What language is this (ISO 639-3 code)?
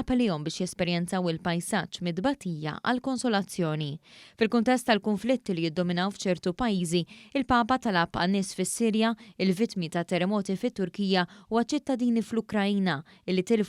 mlt